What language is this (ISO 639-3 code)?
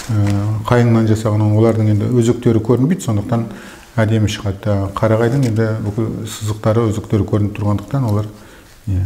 kaz